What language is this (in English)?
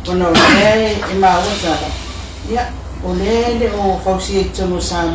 Samoan